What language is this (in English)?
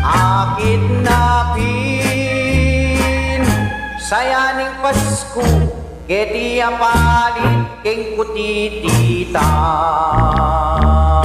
Pampanga